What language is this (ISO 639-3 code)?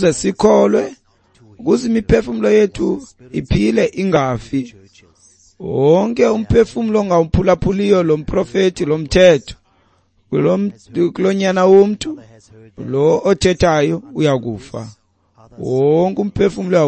xho